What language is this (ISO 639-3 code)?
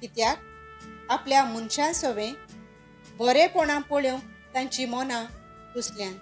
kok